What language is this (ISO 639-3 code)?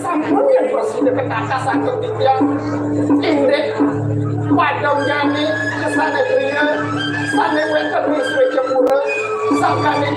ban